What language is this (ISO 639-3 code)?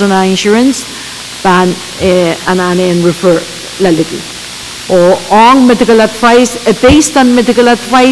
pon